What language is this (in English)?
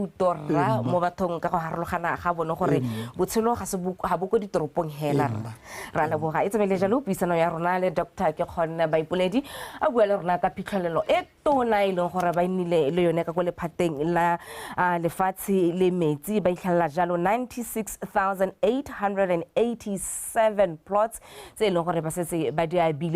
Tswana